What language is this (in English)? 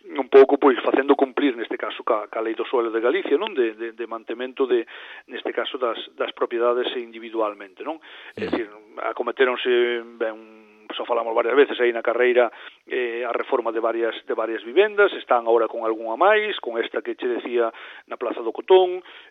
Galician